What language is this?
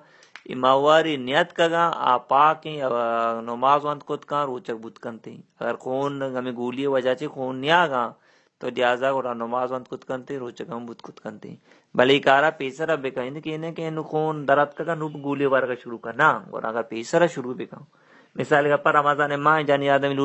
Baluchi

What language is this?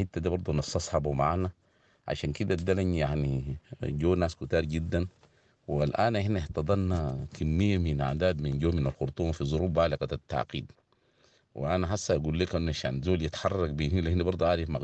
Sudanese Arabic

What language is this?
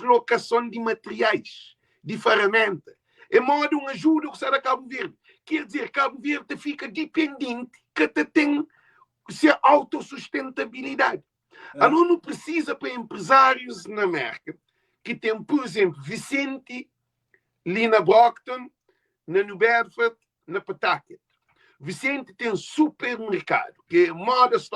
Kabuverdianu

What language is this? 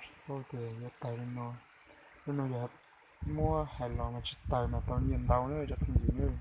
Hmong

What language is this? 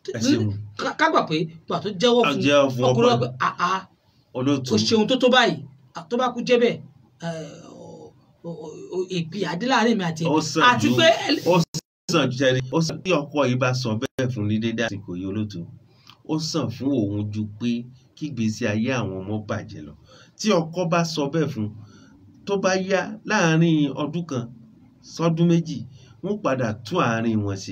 Yoruba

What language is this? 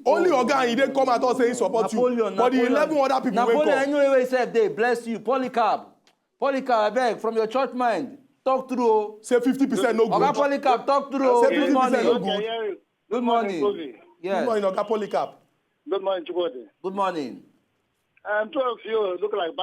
Nigerian Pidgin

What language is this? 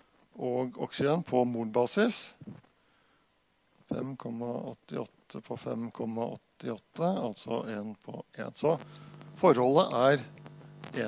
Norwegian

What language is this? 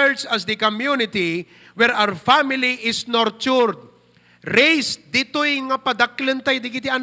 Iloko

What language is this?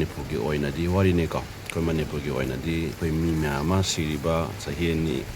Manipuri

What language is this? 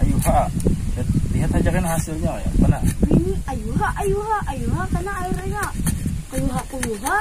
Banjar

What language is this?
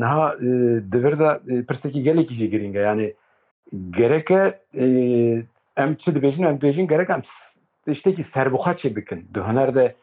Kurdish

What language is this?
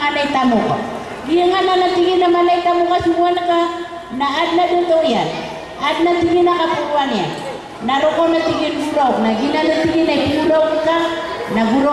Maranao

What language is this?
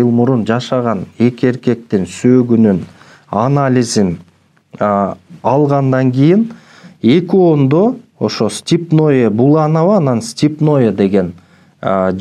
Kyrgyz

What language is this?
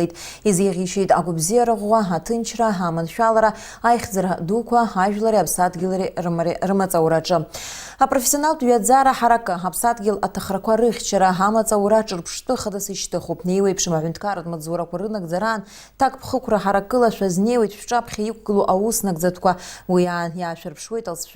Abkhazian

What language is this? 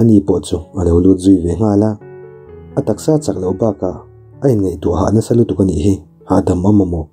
Mizo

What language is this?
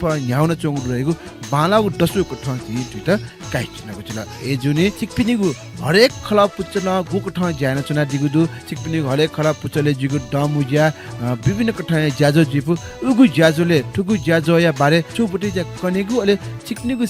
Newari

